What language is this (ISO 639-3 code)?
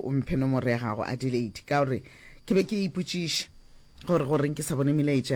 nso